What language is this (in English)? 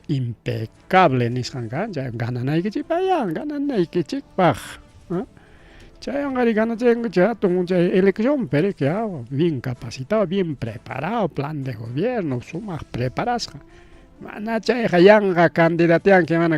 Ayacucho Quechua